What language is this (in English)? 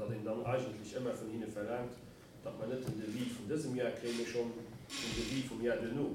Luxembourgish